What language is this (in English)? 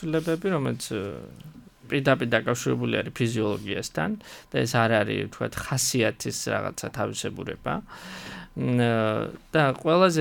Georgian